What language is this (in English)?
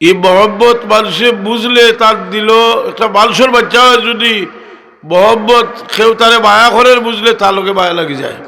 Sylheti